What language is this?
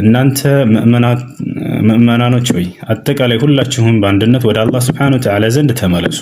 Amharic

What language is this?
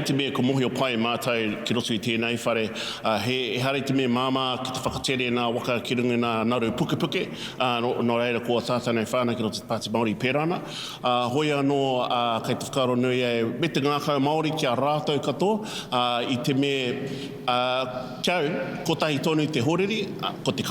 Māori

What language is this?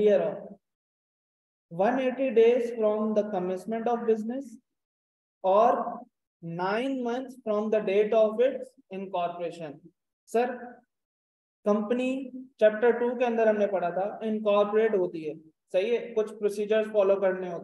Hindi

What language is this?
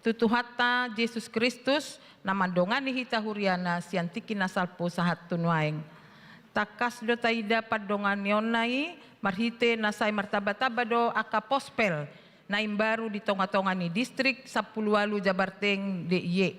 Batak Toba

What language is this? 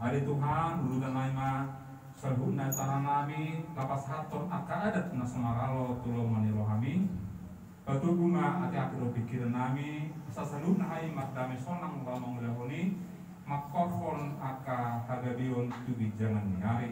Batak Toba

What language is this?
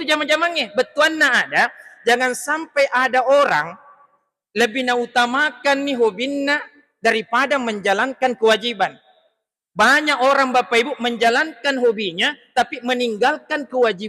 Buginese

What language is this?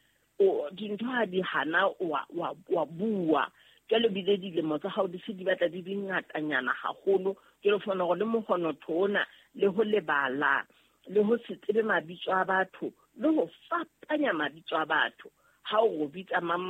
Southern Sotho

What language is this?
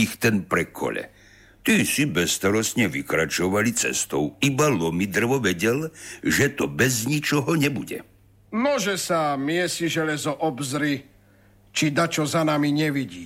Slovak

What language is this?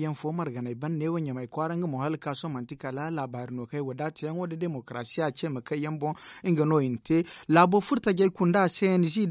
Zarma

